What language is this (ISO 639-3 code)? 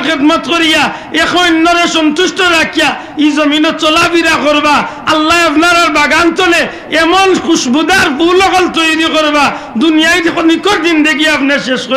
syl